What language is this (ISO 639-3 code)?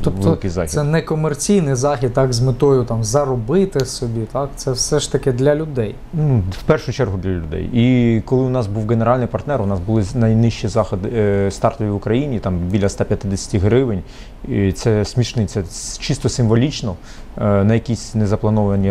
ukr